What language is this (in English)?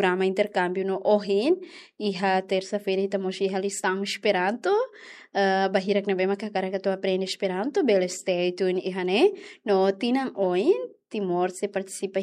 Tetum